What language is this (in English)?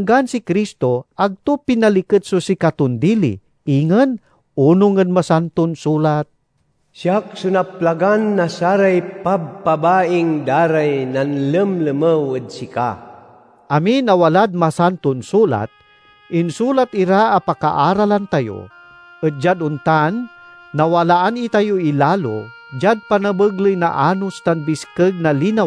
Pangasinan